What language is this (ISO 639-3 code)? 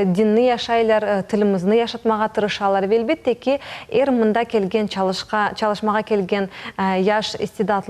crh